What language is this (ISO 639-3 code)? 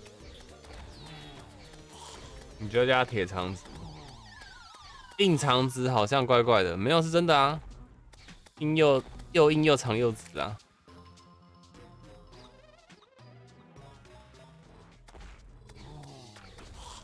zho